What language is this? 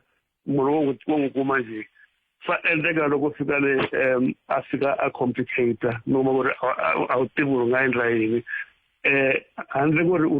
Tsonga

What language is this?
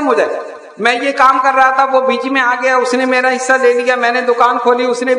Urdu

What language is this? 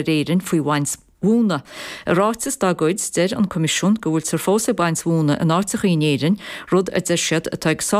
Irish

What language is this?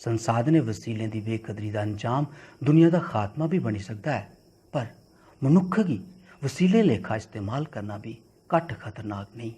Dogri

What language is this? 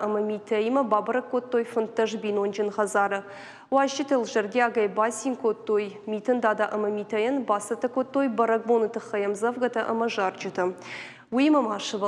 Ossetic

